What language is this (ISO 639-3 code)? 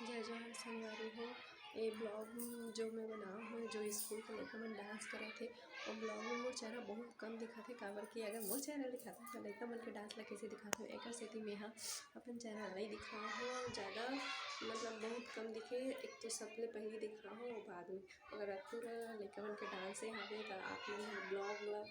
hne